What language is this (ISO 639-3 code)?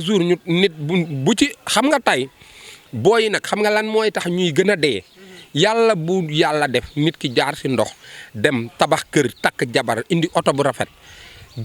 wol